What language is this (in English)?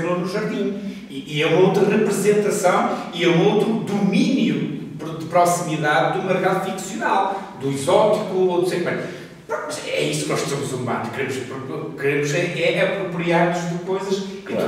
Portuguese